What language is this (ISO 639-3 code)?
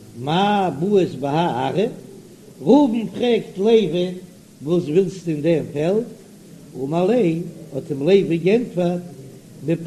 yid